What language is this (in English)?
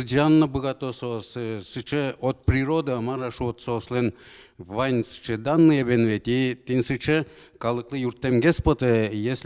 Udmurt